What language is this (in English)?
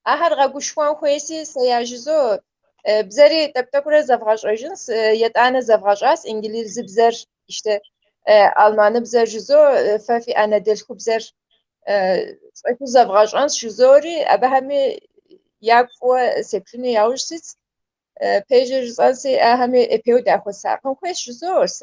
Kabardian